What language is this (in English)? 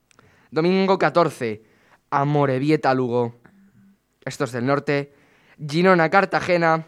Spanish